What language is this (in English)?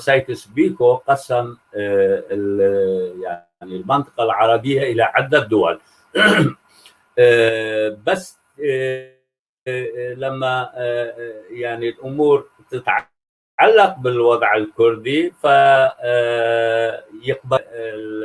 North Levantine Arabic